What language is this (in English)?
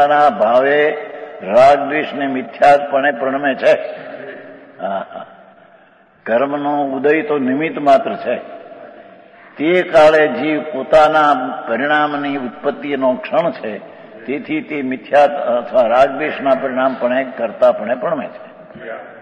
Gujarati